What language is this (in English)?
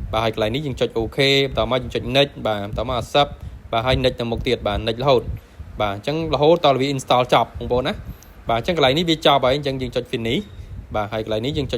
Khmer